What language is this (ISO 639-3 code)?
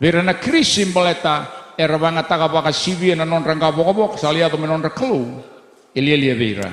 fij